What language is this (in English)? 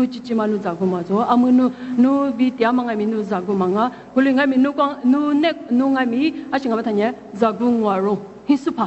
Lisu